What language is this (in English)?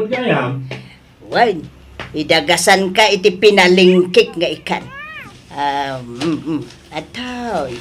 Iloko